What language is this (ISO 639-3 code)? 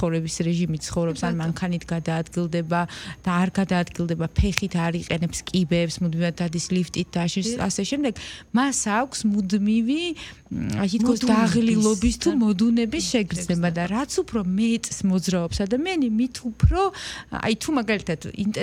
kat